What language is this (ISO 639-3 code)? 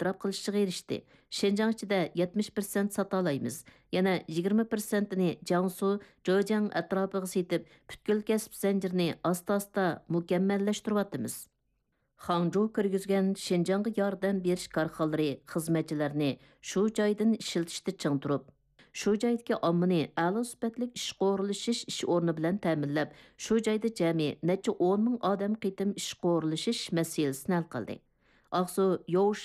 uig